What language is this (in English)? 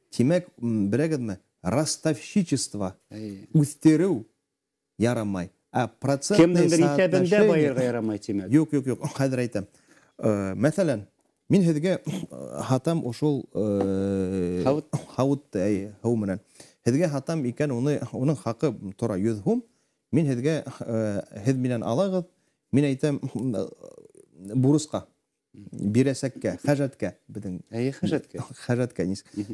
Bashkir